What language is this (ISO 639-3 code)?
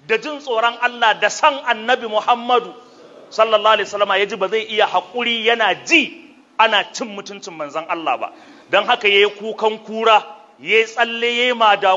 hau